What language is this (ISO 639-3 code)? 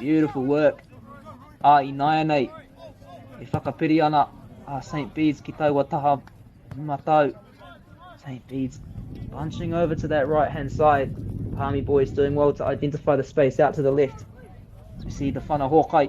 mri